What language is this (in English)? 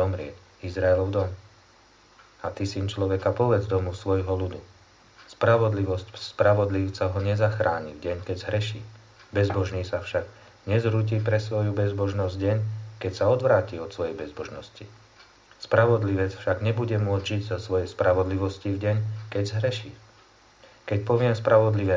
Slovak